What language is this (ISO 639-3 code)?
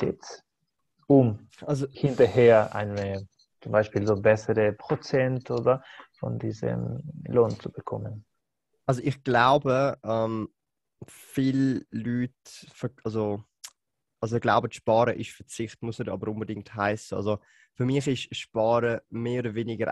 deu